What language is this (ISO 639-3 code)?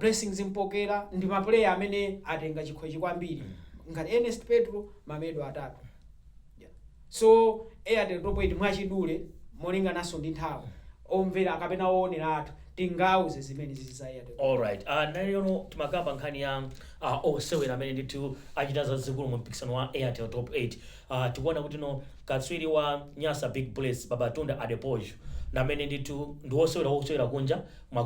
nya